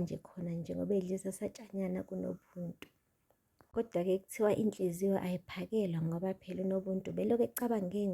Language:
Zulu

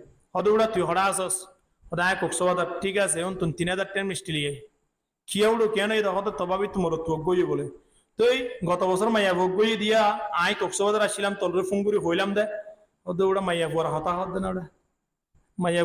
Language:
Rohingya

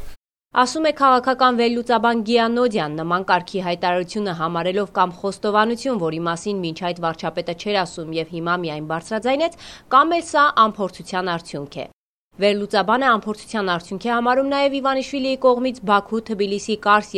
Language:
Armenian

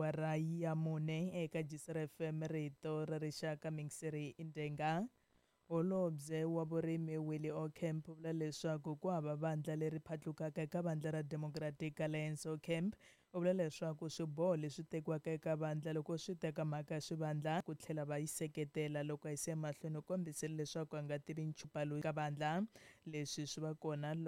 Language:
Tsonga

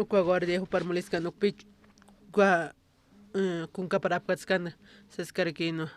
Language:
Aymara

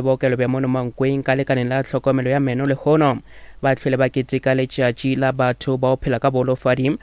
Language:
Northern Sotho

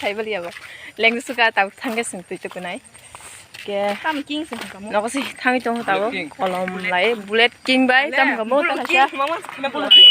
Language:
Kok Borok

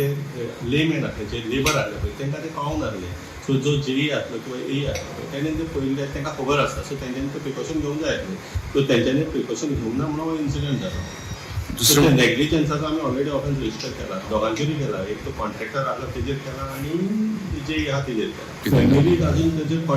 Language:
Konkani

